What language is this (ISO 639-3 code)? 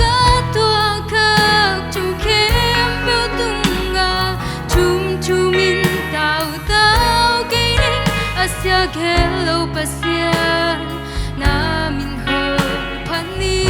ctd